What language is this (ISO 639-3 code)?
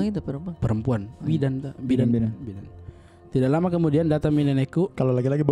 mfp